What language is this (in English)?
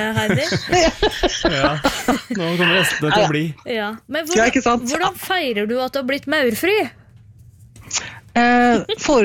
Norwegian